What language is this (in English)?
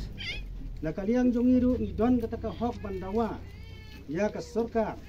Khasi